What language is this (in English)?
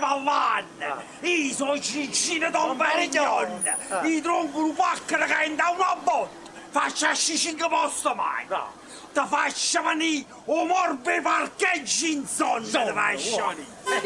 Neapolitan